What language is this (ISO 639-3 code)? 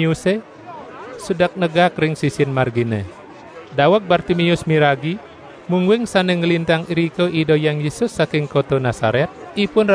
ban